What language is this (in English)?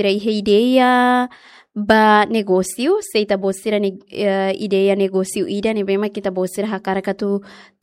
Tetum